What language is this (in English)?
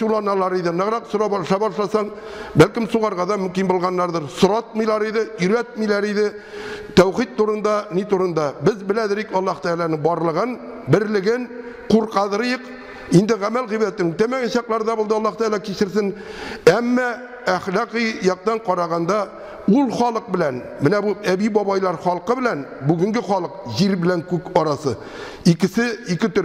Tatar